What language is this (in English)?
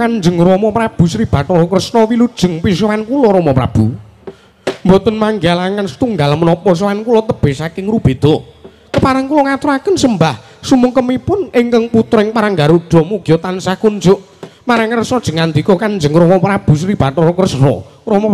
Javanese